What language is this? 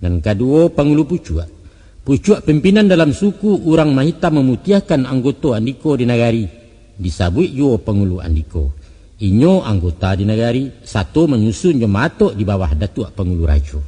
Minangkabau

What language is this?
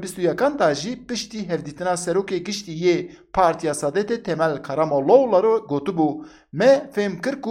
Kurdish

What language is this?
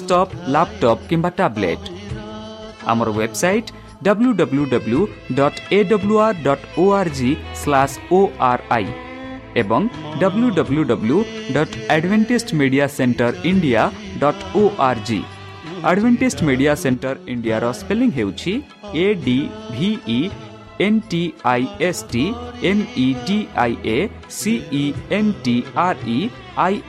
Odia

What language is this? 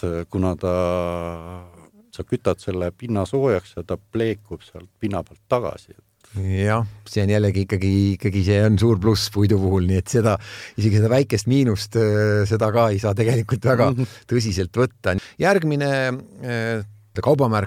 Estonian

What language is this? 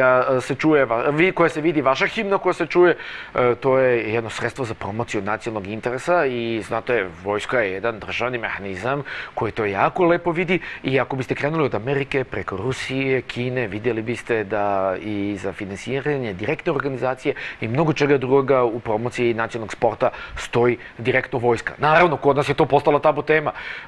Serbian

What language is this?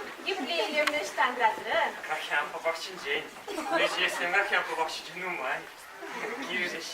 Chuvash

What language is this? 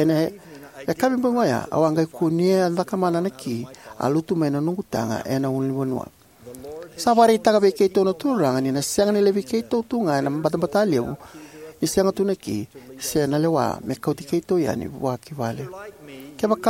Fijian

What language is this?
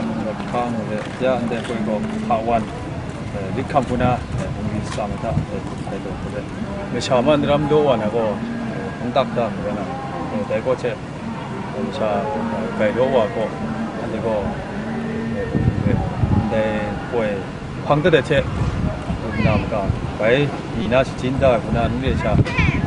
Kachin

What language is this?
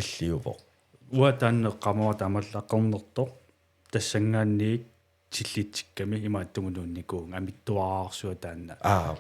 Kalaallisut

